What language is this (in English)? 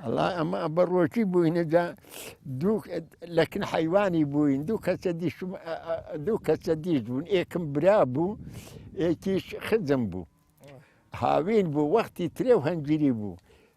Central Kurdish